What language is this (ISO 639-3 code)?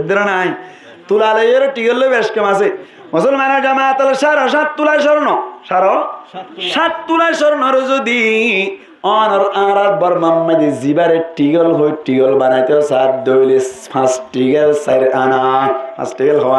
rhg